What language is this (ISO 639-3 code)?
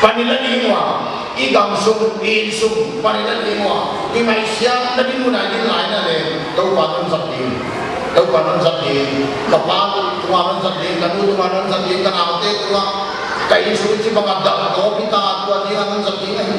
pck